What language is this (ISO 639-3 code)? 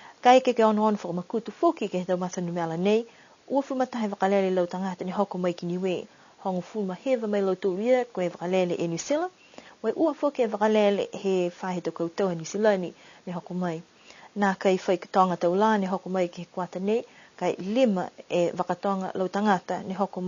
niu